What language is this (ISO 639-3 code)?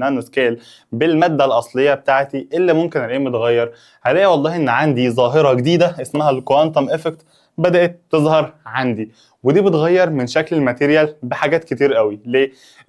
arz